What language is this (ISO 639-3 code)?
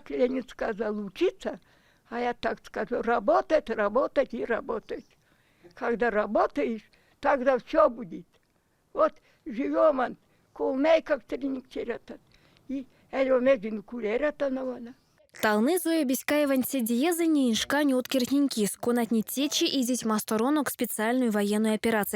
myv